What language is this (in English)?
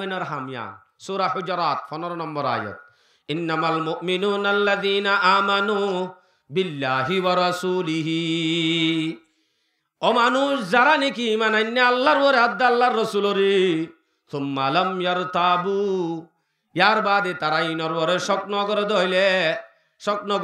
Rohingya